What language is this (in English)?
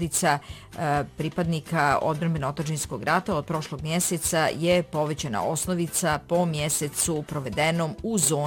Bosnian